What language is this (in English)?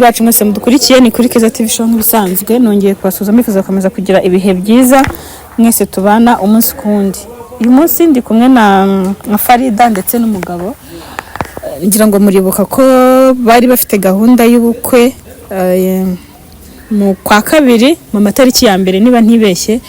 Kinyarwanda